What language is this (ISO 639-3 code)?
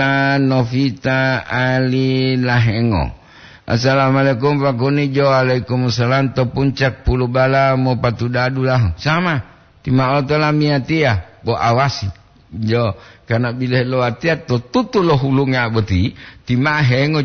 gor